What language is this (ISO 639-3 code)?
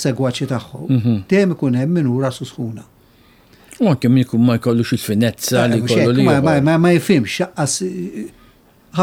mlt